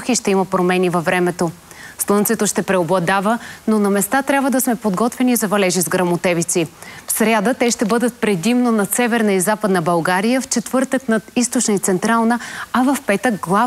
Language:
Bulgarian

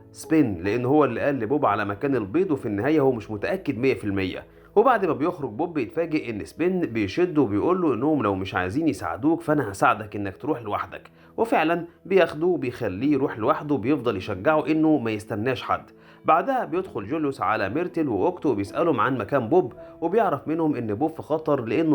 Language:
Egyptian Arabic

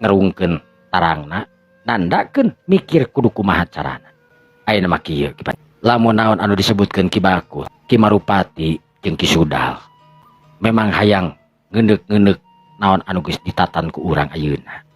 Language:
Sundanese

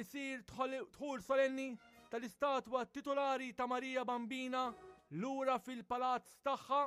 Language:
Maltese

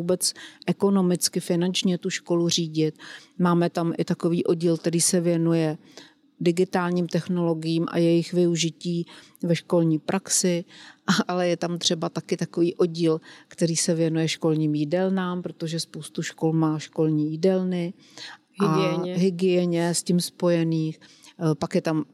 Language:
Czech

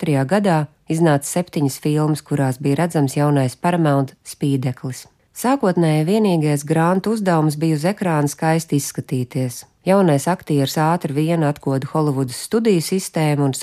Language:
Latvian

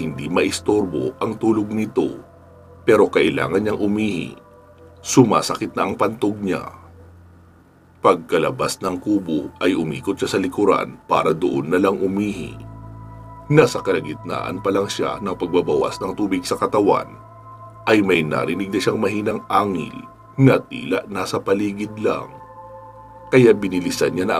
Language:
Filipino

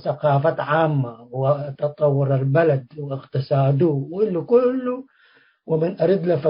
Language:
Tigre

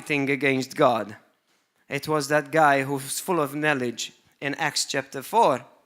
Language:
English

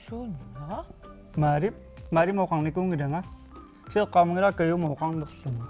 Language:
Kalaallisut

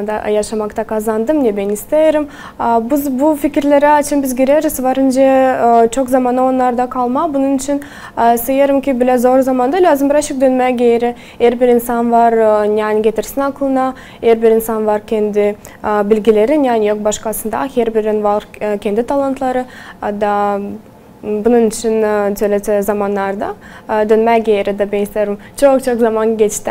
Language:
Gagauz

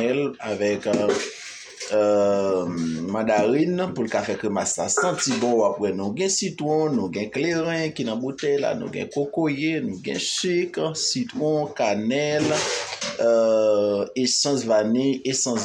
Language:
Haitian Creole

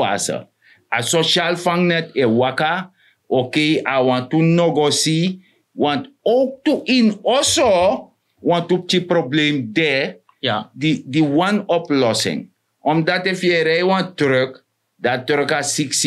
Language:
Sranan Tongo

